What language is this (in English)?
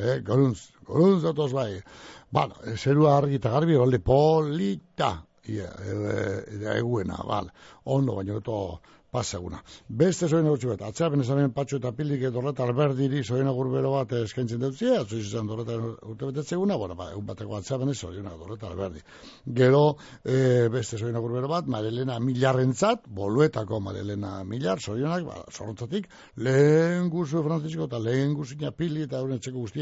Basque